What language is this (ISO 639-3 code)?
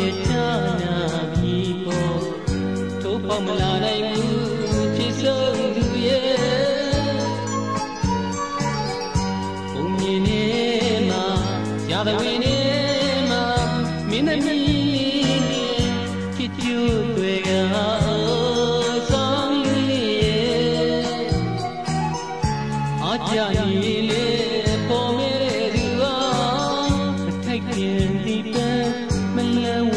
mya